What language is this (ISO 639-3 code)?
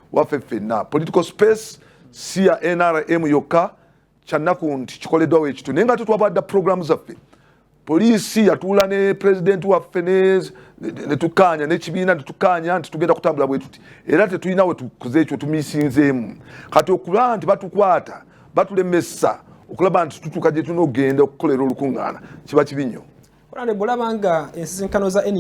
lug